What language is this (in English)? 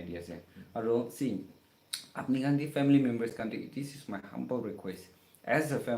Naga Pidgin